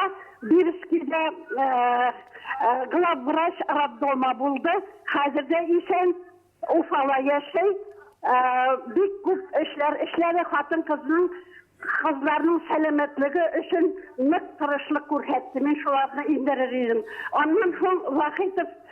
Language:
Bashkir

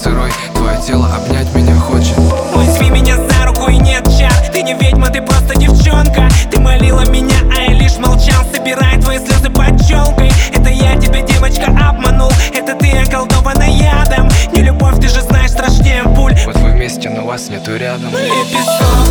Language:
Russian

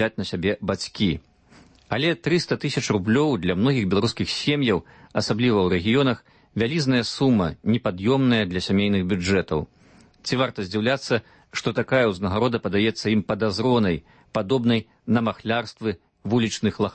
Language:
Belarusian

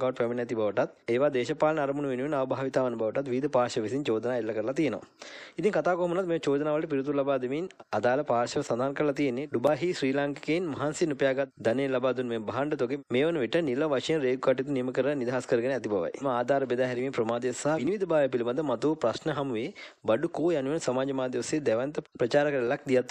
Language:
Sinhala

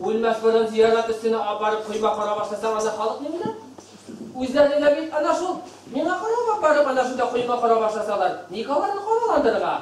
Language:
Bashkir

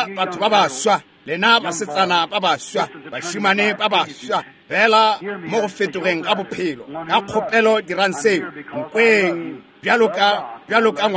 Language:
Northern Sotho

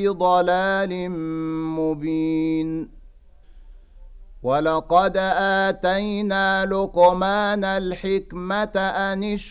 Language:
Arabic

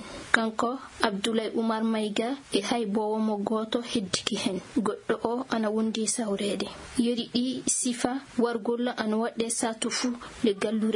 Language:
Maasina Fulfulde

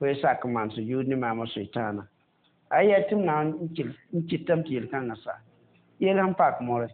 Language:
Mossi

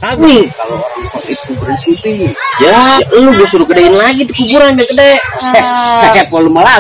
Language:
Betawi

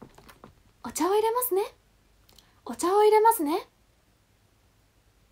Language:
Japanese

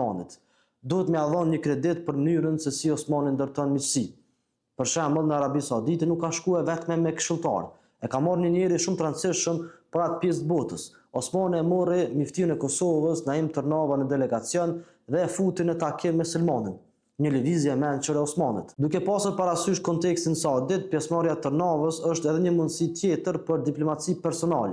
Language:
Albanian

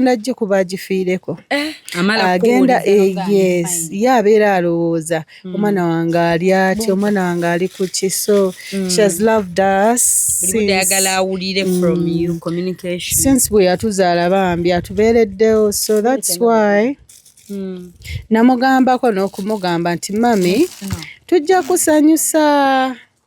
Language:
Ganda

